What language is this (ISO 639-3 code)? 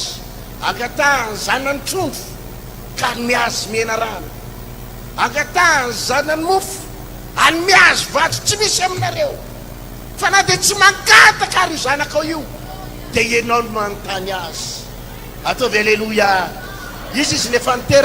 mlg